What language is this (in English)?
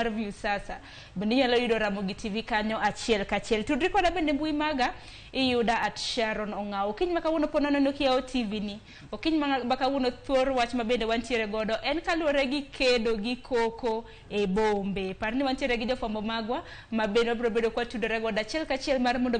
Luo (Kenya and Tanzania)